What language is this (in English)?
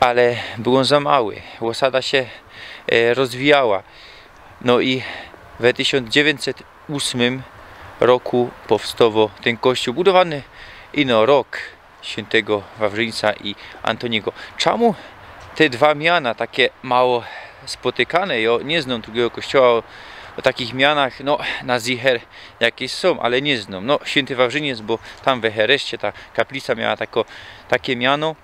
Silesian